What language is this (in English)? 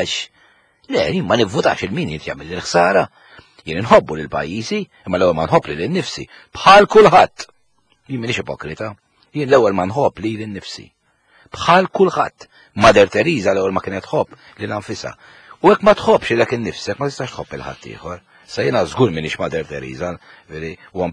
Maltese